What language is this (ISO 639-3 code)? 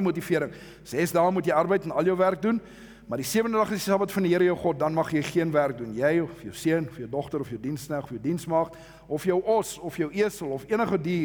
afr